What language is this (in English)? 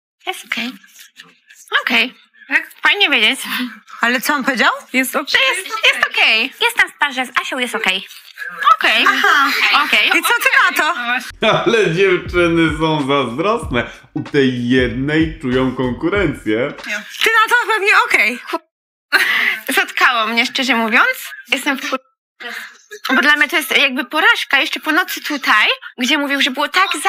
Polish